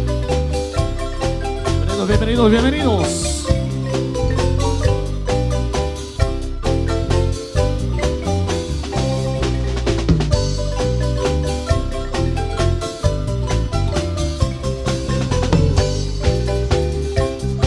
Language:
Spanish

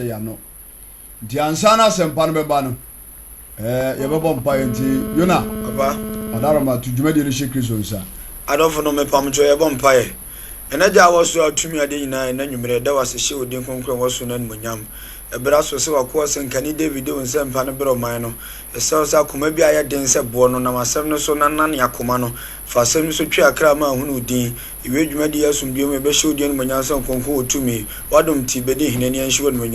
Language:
Akan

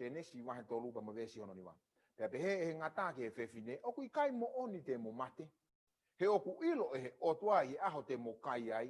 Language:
Tongan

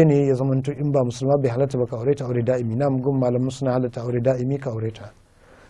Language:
Hausa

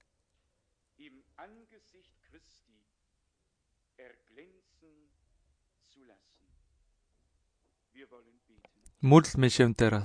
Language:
Polish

